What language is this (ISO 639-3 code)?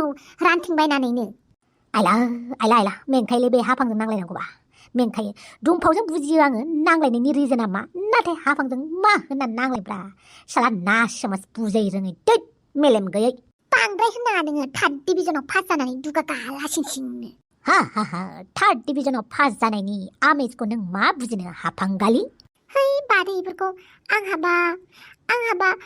brx